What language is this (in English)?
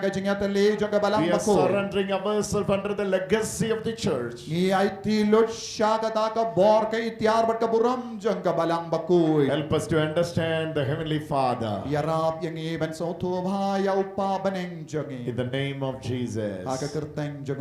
Khasi